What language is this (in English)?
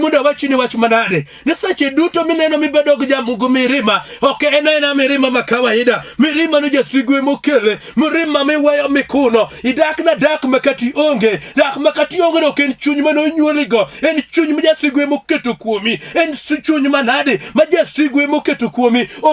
Luo (Kenya and Tanzania)